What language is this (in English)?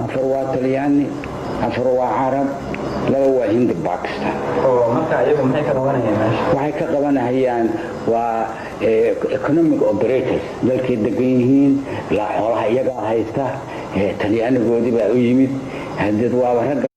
Somali